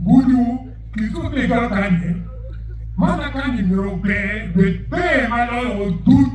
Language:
Acoli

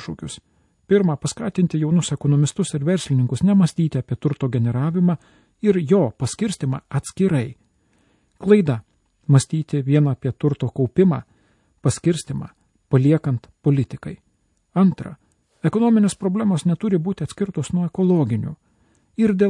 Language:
Lithuanian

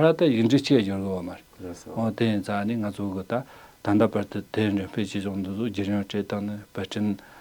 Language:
Tibetan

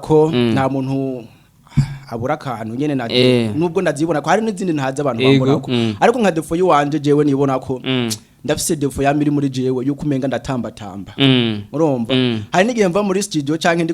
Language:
Rundi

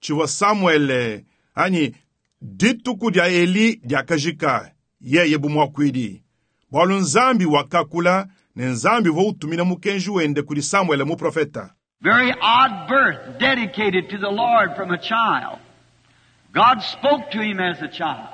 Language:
Luba-Lulua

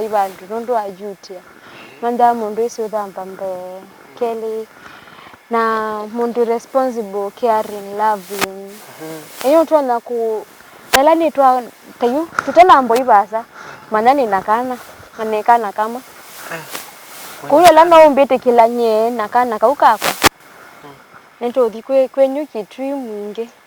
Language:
Kamba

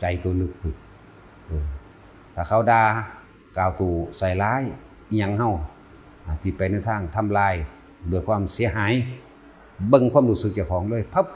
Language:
Lao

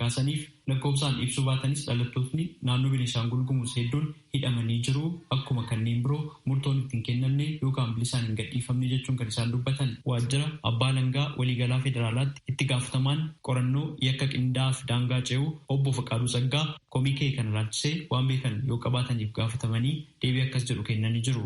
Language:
Oromo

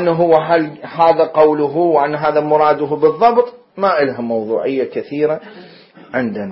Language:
Mesopotamian Arabic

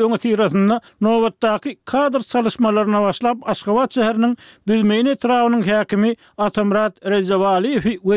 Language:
Turkmen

